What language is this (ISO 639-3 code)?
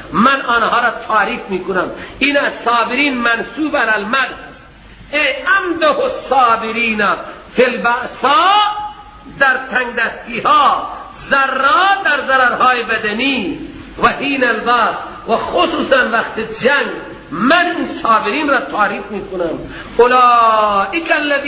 fas